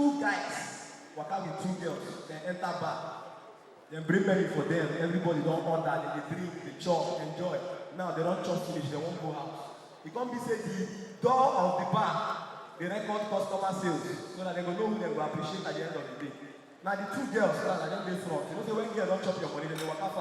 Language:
Nigerian Pidgin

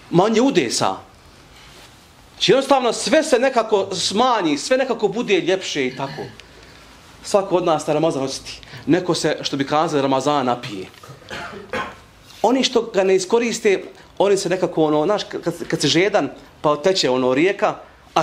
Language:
Bosnian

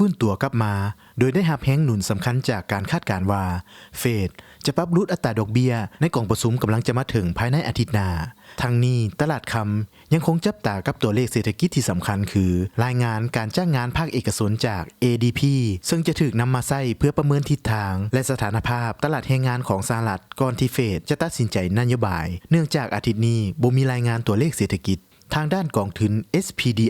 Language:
Lao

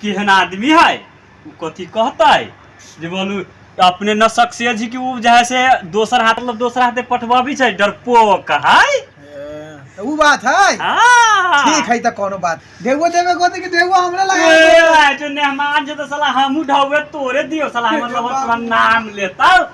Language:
Maithili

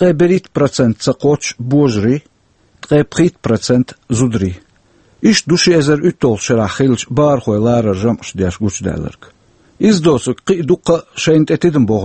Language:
Chechen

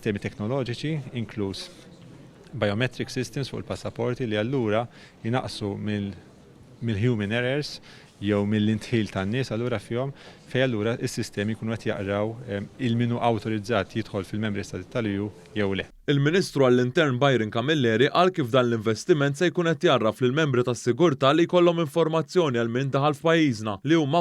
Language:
Maltese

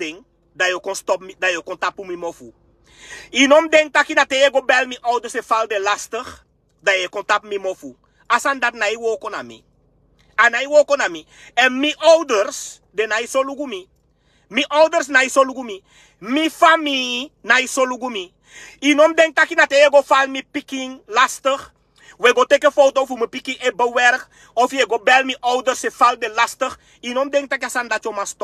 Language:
Sranan Tongo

